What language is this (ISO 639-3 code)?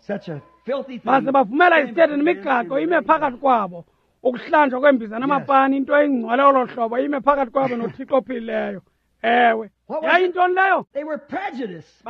xho